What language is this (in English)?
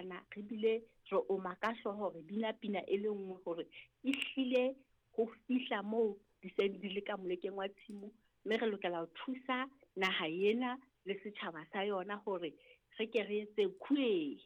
Southern Sotho